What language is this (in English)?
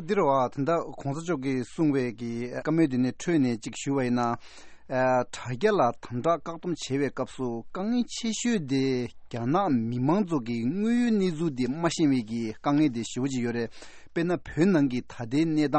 Tibetan